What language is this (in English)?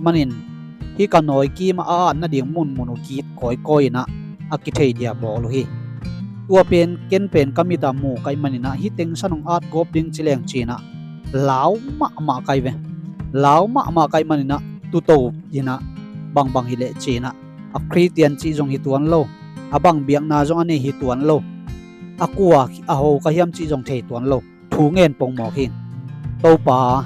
Tedim Chin